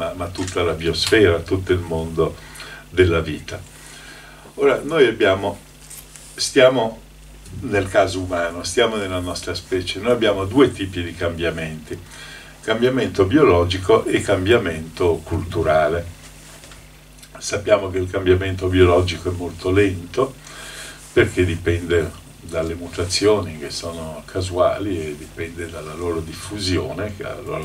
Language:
Italian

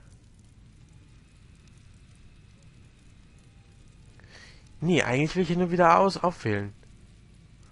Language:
German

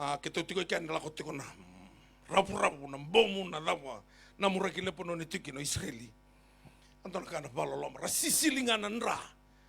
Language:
Fijian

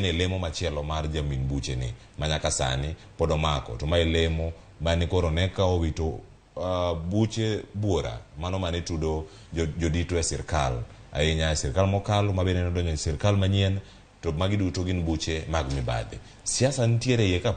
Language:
Luo (Kenya and Tanzania)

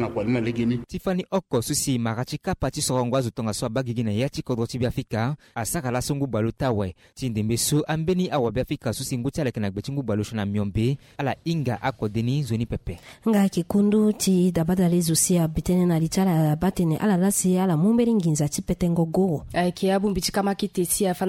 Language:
Sango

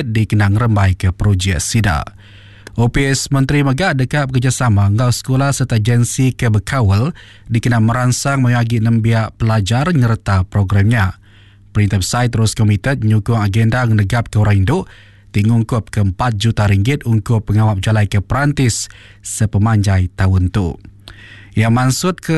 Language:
Iban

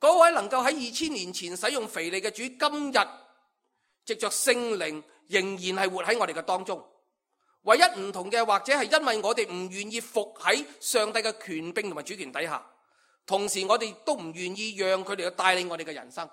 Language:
Cantonese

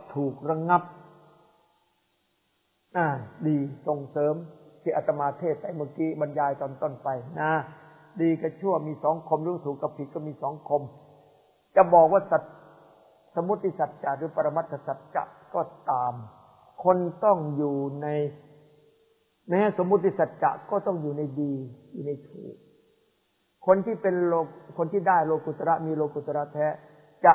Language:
Thai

